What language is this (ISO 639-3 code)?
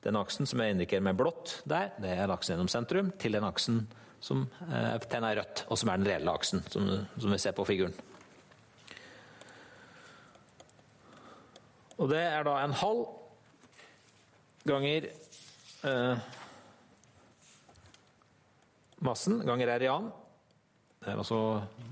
nor